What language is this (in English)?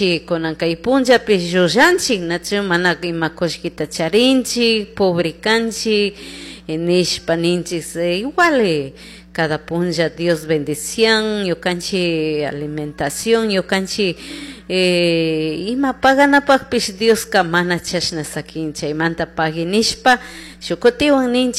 Chimborazo Highland Quichua